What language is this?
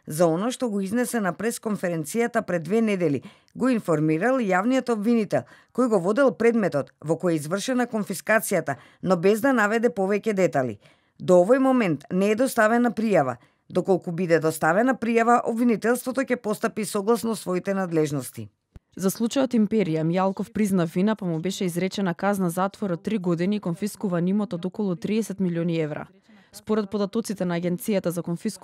Macedonian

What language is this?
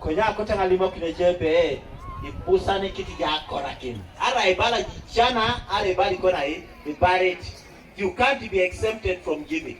Teso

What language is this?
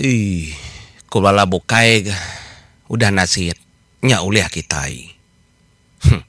Iban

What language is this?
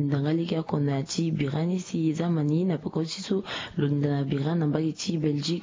Sango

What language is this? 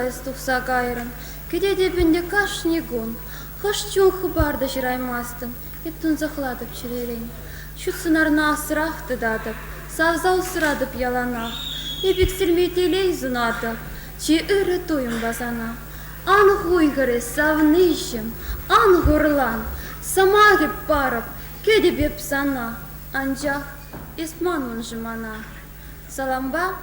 Chuvash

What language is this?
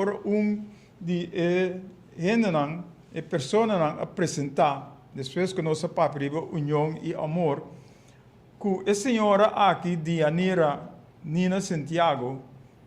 Papiamento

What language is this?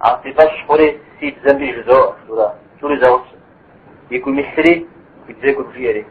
Kabardian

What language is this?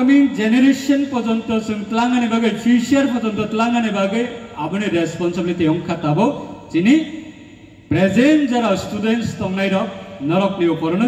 Riang (India)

